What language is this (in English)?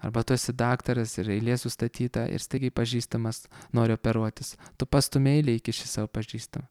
Lithuanian